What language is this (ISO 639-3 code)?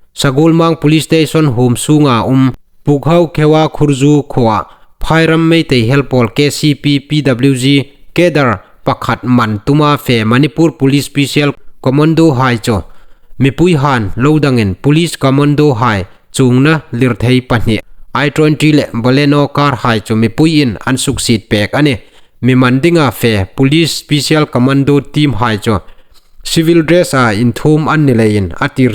hmr